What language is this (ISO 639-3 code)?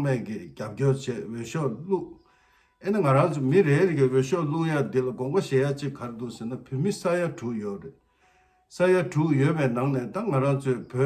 bod